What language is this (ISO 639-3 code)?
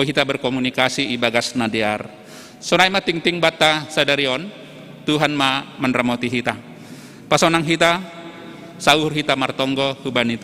bts